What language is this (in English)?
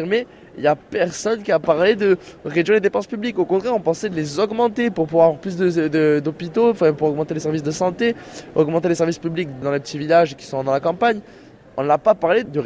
French